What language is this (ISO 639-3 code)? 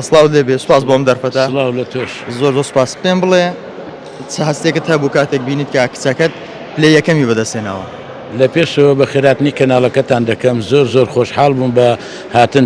ckb